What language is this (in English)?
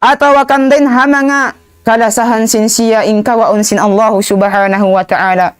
Tausug